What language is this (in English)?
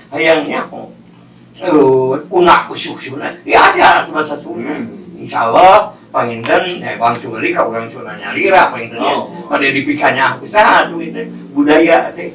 Sundanese